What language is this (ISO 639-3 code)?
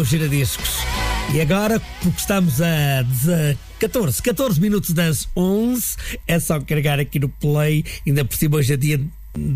por